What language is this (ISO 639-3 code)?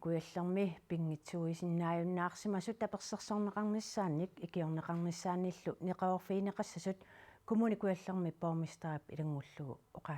kal